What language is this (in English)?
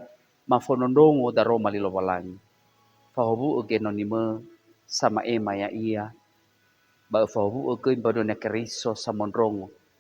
Nias